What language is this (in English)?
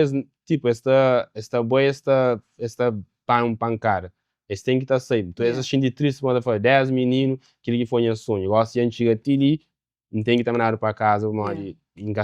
Kabuverdianu